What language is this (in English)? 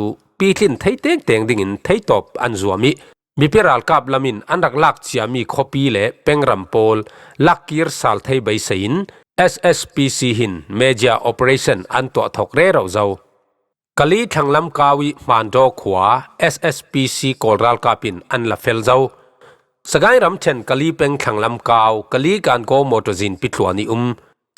Falam Chin